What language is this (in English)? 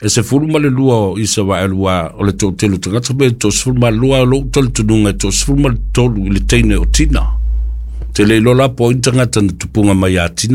Samoan